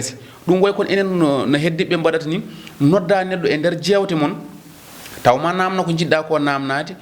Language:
Fula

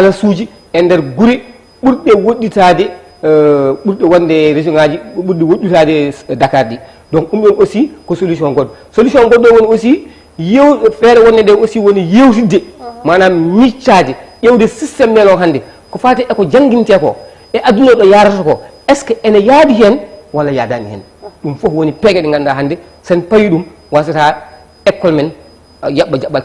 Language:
Fula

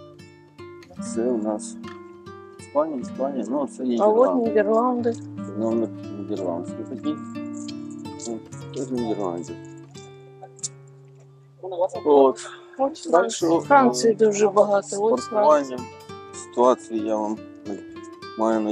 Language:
Ukrainian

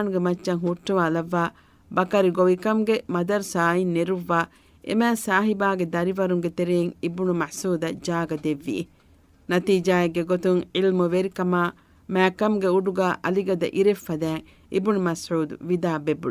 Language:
Divehi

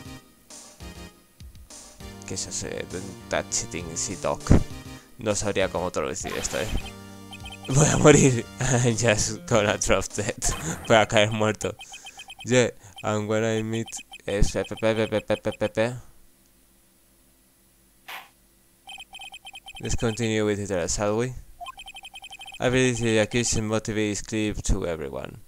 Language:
Spanish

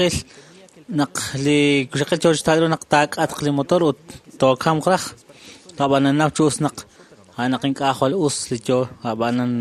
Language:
Kekchí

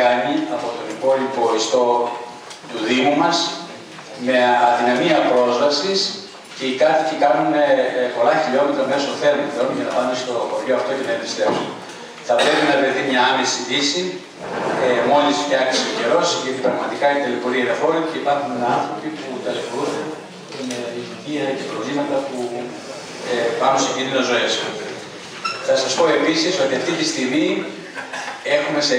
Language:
Greek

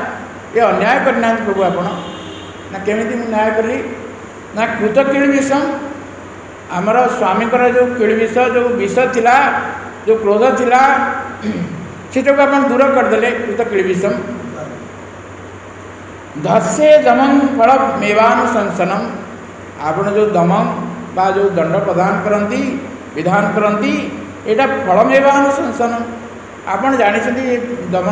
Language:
Odia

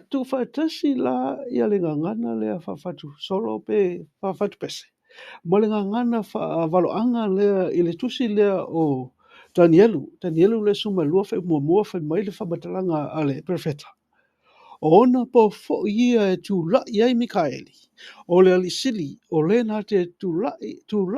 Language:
Samoan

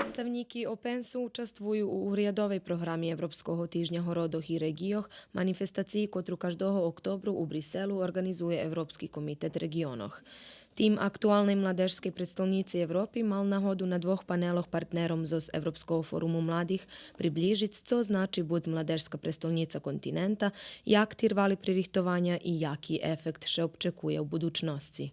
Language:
Rusyn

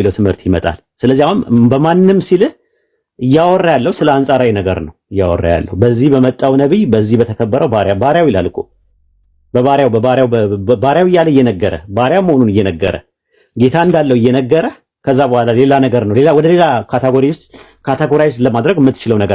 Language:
Amharic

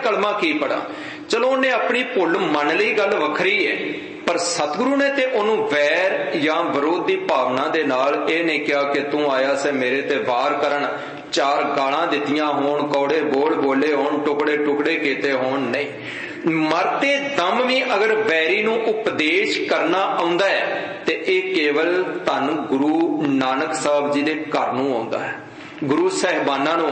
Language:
Punjabi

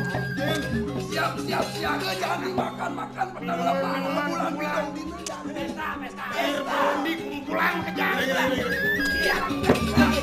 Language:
Balinese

